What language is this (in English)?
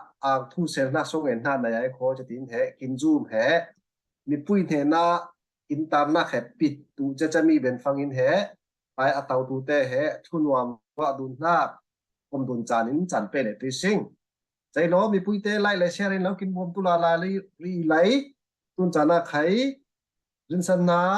Falam Chin